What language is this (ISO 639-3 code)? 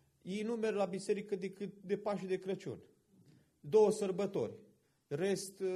ron